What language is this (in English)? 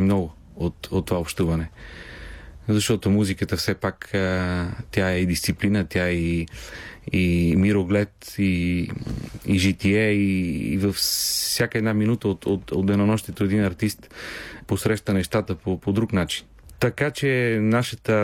Bulgarian